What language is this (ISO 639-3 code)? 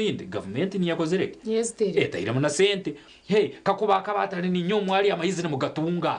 nyn